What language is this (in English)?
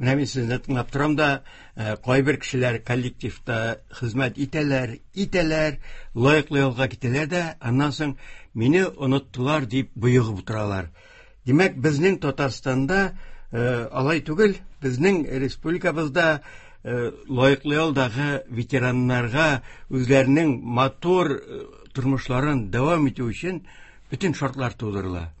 Tatar